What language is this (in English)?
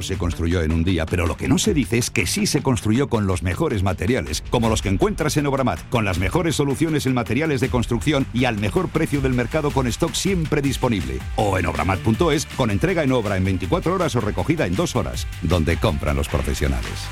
Spanish